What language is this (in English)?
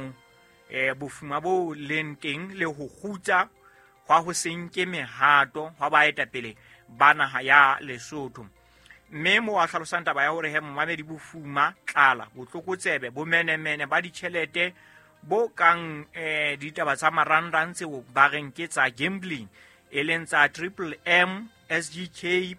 Southern Sotho